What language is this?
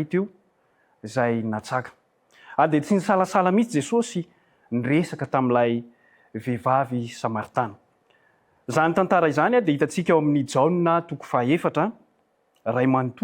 Malagasy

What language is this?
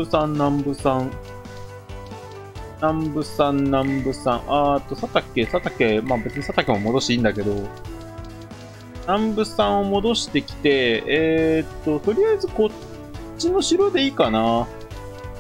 Japanese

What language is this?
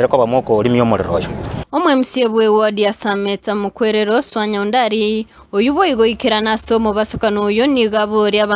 Gusii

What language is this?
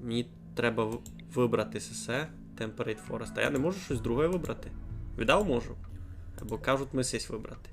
Rusyn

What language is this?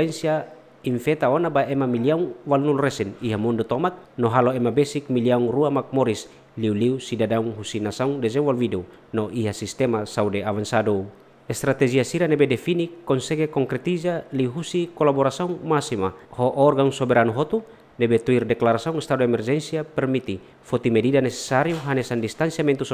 Tetum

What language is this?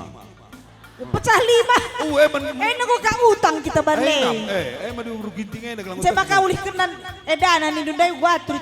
Batak Karo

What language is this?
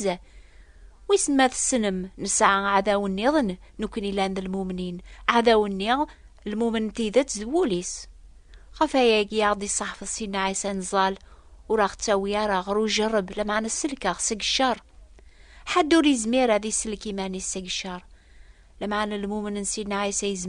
Kabyle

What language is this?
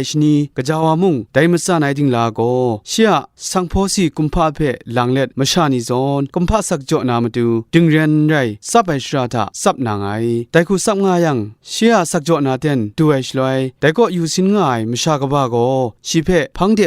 Kachin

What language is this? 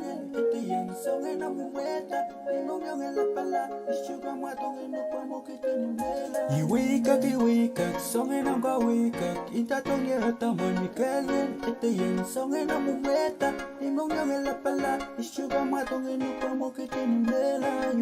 Pohnpeian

